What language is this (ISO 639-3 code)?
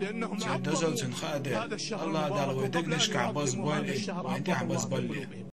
che